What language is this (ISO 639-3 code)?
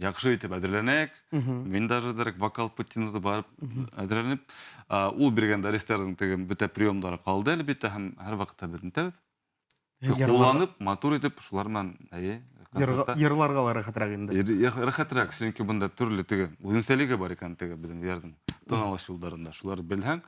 bak